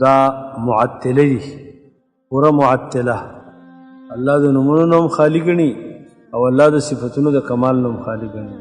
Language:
Pashto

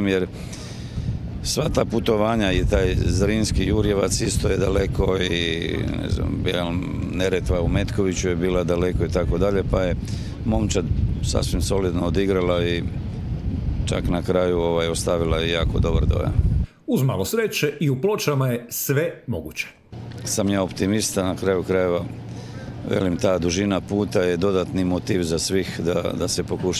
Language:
Croatian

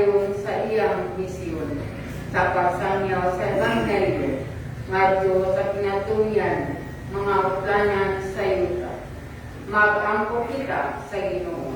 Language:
Cebuano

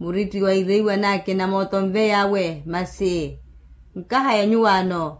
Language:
Makhuwa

